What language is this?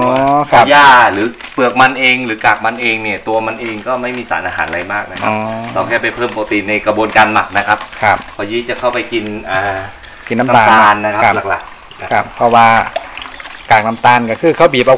Thai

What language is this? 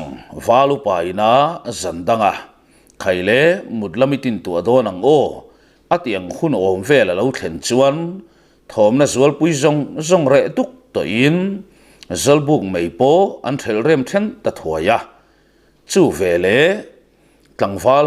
Mizo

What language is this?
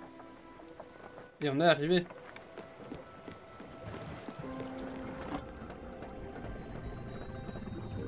French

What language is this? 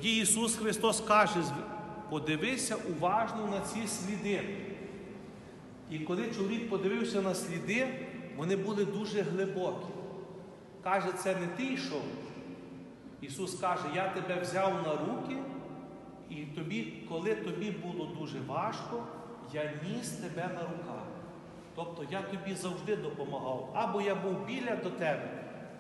Ukrainian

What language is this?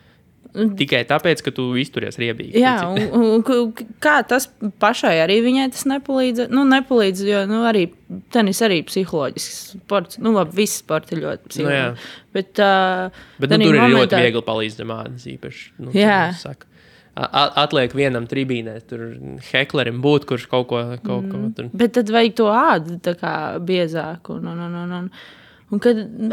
Latvian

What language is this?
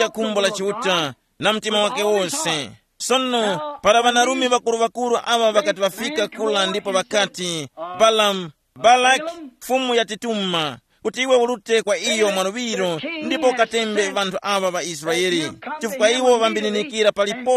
Tumbuka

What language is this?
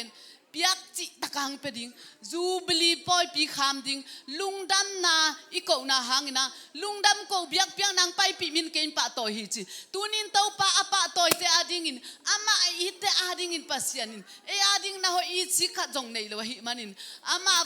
Tedim Chin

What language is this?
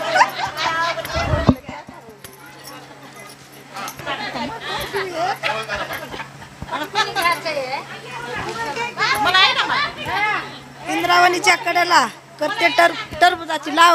Marathi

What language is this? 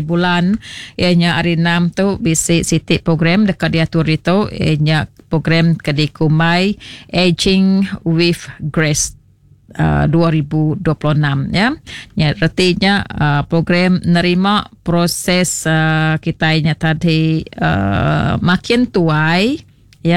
Iban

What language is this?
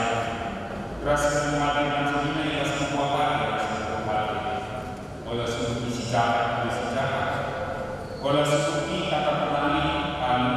Batak Karo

